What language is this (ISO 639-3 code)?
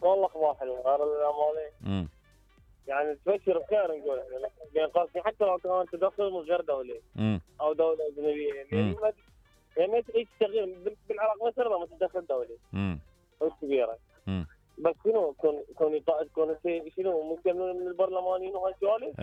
acm